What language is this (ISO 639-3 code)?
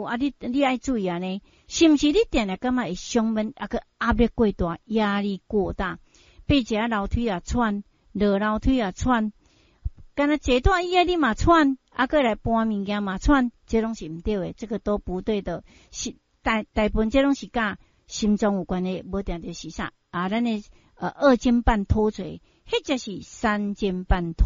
nan